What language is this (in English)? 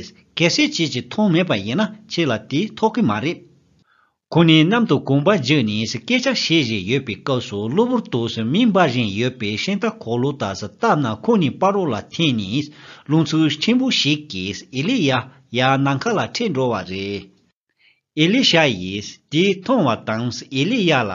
Tibetan